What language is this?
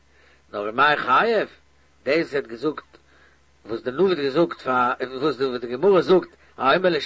Yiddish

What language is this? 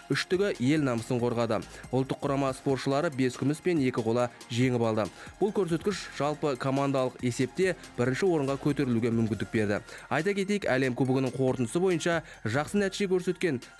Kazakh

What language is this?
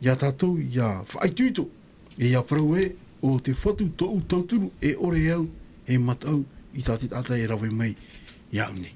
Tahitian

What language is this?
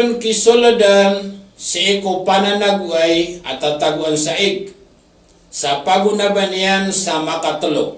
Maranao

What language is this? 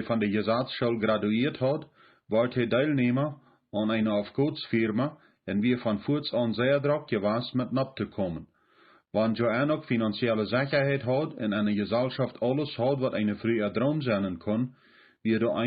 Plautdietsch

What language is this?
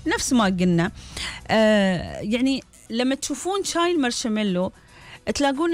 Gulf Arabic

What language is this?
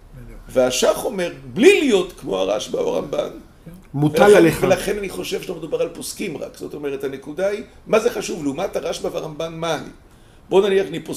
Hebrew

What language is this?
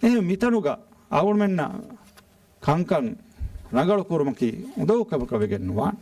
Divehi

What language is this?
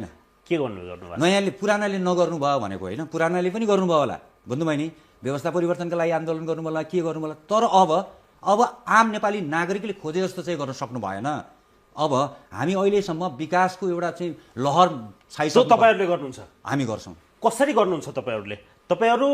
Nepali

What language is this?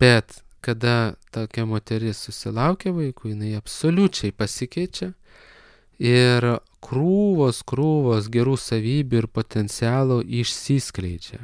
Lithuanian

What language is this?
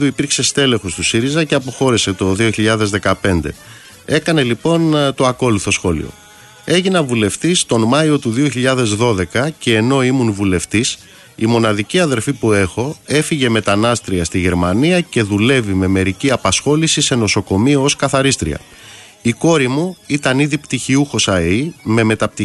Greek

